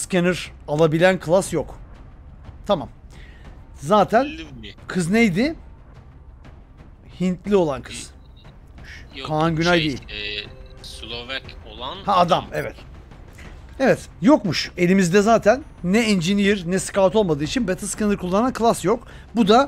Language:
Turkish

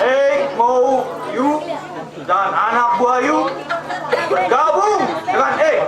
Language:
Betawi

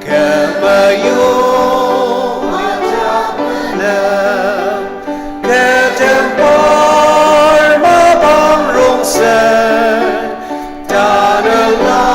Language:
Ao Naga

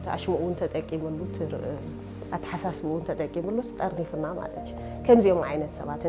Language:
Tigrinya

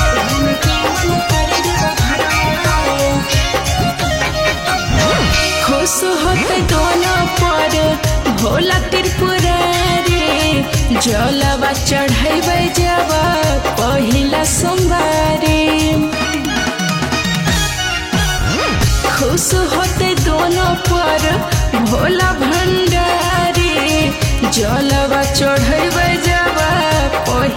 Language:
Bhojpuri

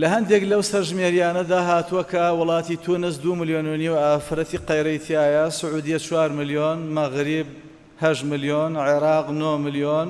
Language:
Central Kurdish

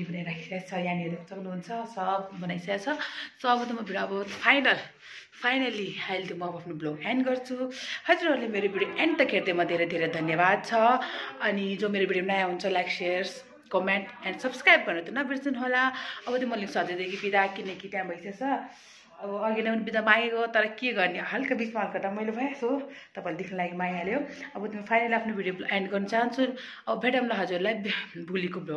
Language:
Nepali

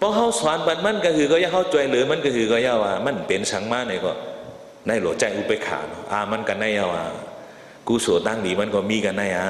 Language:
Shan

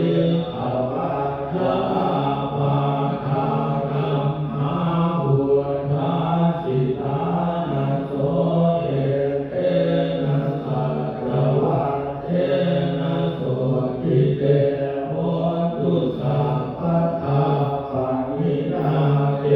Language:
Pali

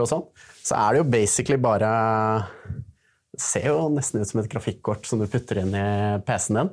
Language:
Norwegian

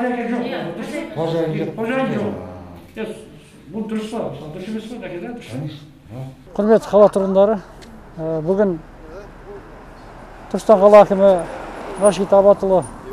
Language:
Kazakh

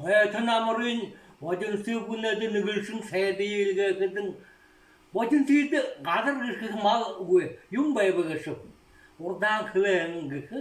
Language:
Buriat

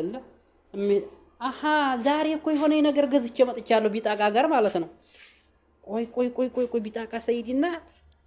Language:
Amharic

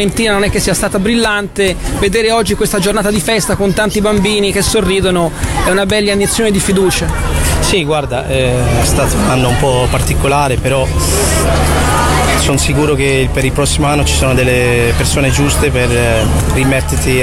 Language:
Italian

